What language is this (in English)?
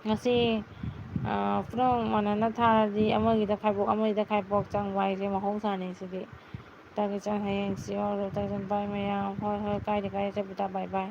Manipuri